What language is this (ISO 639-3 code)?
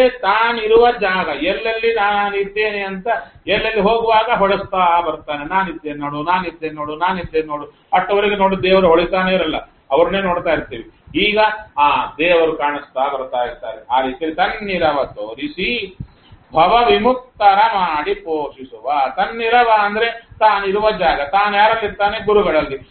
kan